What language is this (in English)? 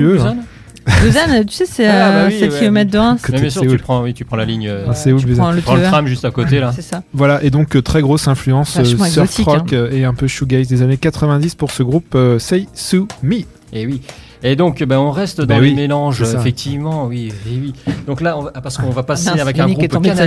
French